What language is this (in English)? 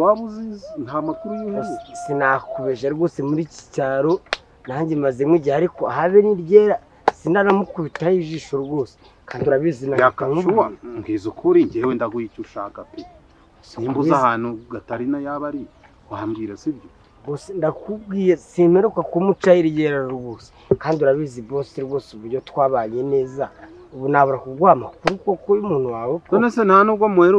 Kinyarwanda